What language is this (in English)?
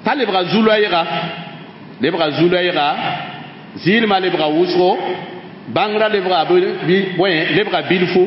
Mossi